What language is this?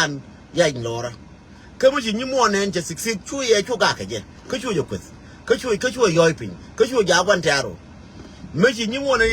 Nuer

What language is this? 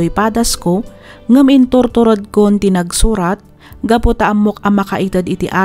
Iloko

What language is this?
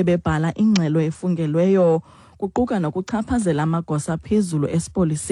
Xhosa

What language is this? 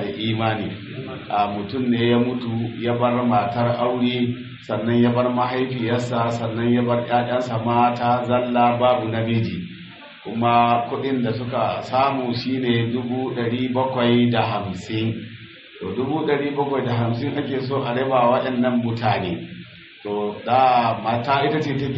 Hausa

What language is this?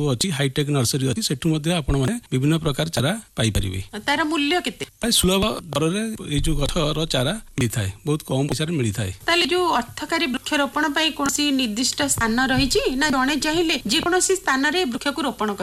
Odia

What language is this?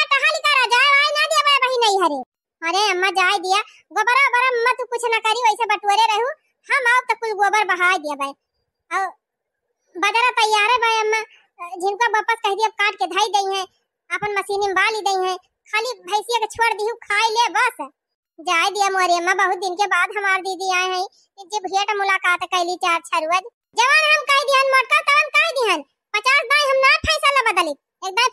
Awadhi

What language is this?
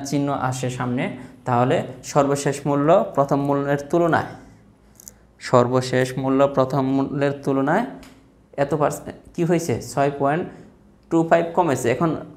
Bangla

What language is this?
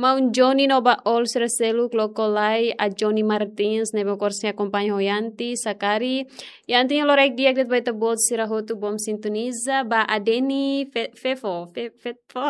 Tetum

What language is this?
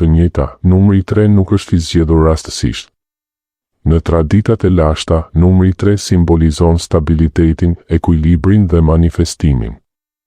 Albanian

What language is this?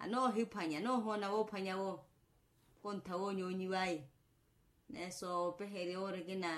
Makhuwa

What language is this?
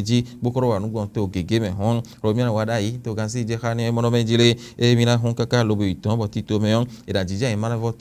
Fon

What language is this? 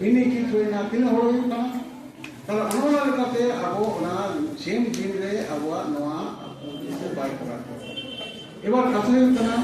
Santali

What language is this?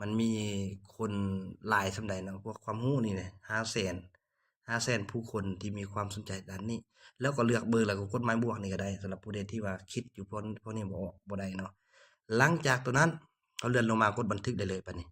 Lao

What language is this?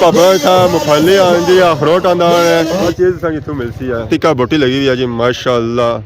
Pahari-Potwari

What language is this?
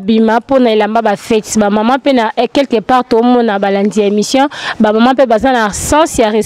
Lingala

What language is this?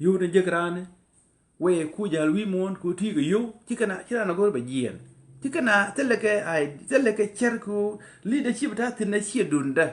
Nuer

